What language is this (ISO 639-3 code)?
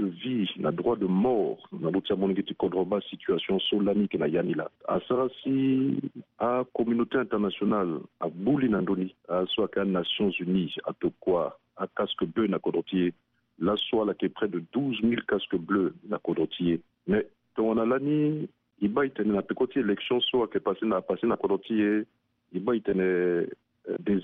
sag